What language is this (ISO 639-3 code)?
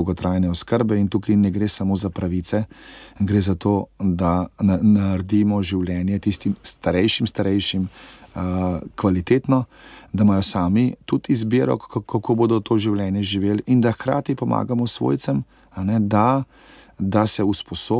slv